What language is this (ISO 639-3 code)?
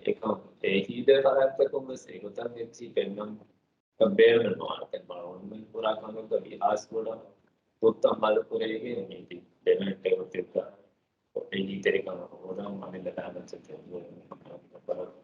div